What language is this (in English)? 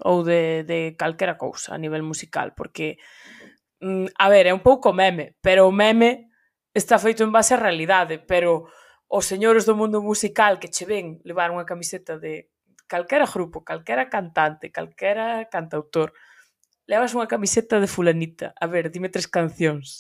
Galician